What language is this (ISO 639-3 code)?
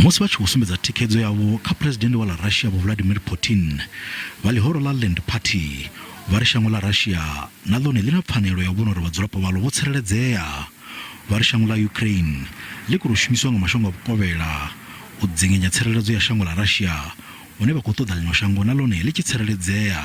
ven